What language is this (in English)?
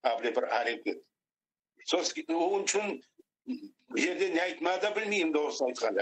Crimean Tatar